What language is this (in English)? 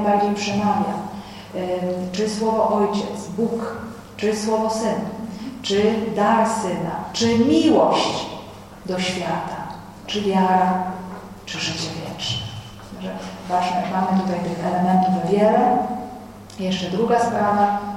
Polish